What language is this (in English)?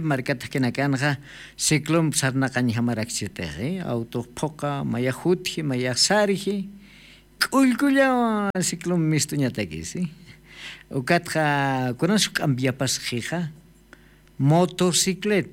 Aymara